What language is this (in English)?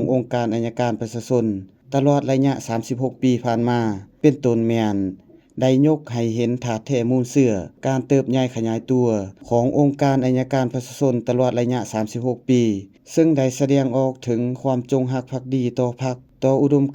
Lao